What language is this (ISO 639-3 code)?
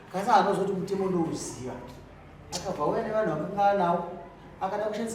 sna